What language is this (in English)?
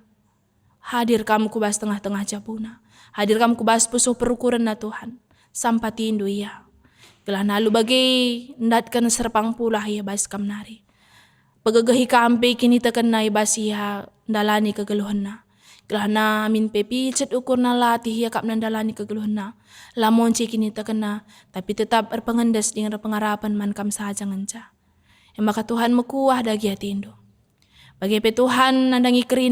Batak Karo